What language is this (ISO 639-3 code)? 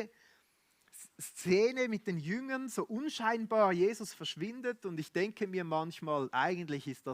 gsw